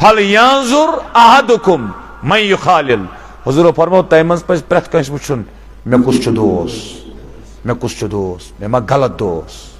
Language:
Kashmiri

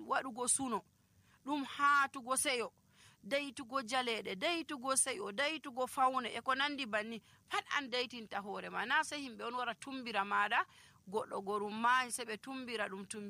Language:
Nigerian Fulfulde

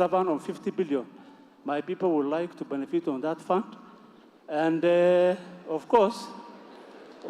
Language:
Meru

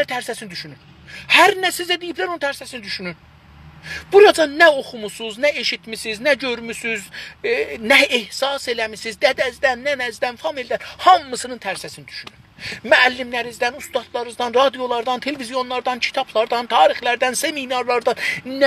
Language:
South Azerbaijani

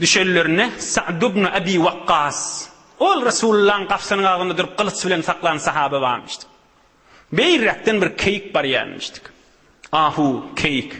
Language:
Turkmen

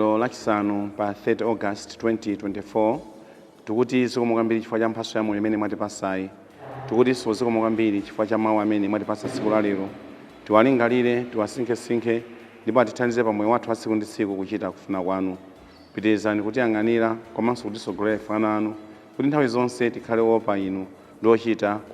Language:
Nyanja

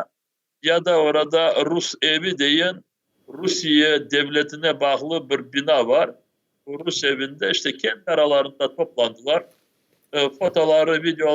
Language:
Crimean Tatar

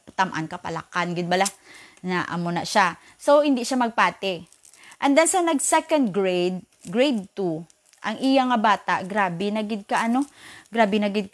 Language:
Hiligaynon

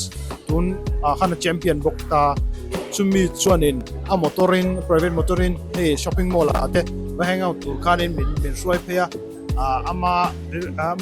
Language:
Mizo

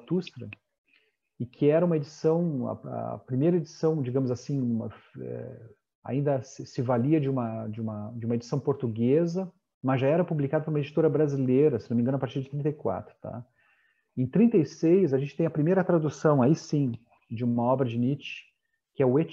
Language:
Portuguese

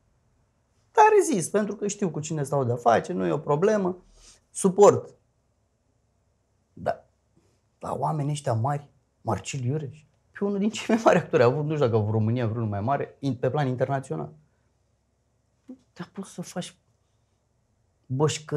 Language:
Romanian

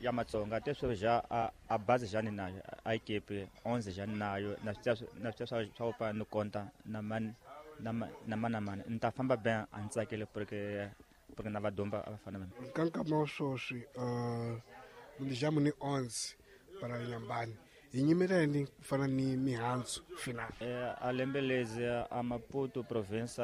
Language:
Tsonga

